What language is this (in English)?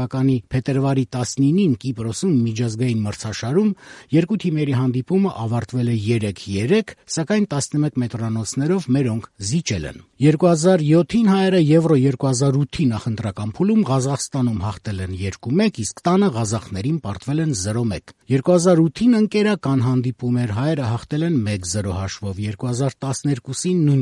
Armenian